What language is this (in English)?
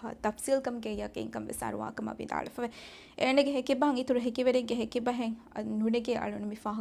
Divehi